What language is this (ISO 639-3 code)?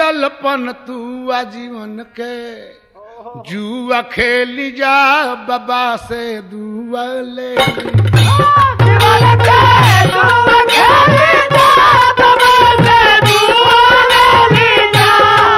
bho